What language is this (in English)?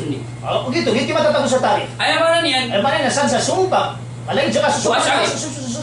Maranao